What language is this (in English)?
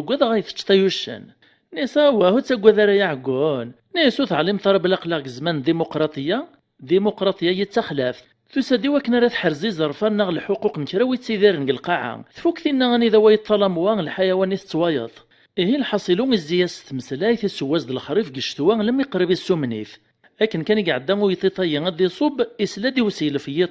Kabyle